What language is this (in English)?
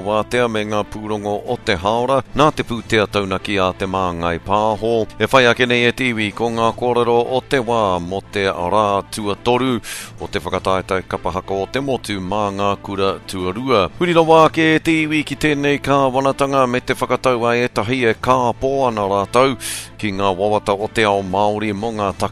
Māori